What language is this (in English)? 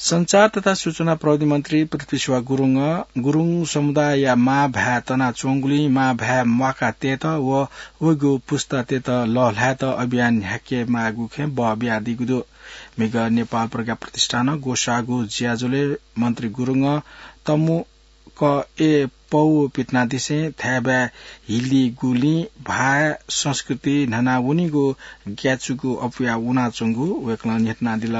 Newari